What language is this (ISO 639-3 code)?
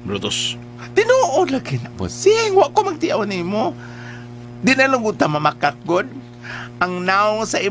ceb